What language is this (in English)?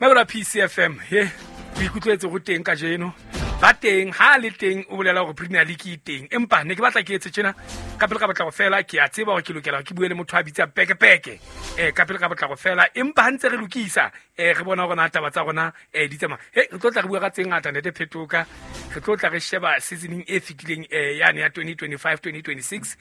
Southern Sotho